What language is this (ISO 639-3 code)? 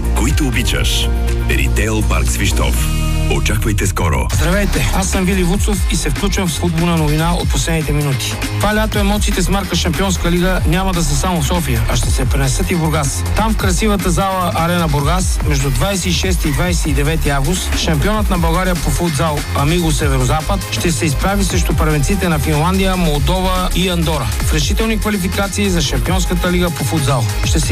bul